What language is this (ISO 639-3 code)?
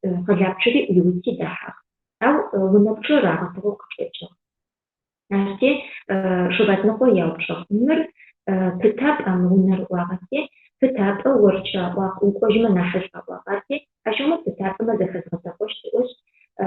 ady